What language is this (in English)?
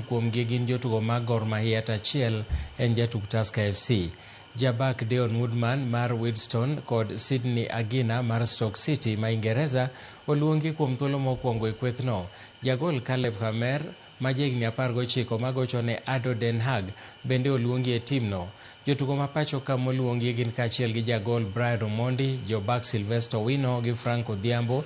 Luo (Kenya and Tanzania)